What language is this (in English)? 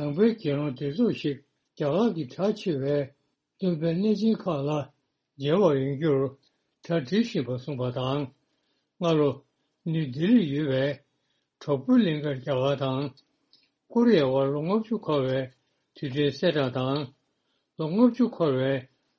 Tibetan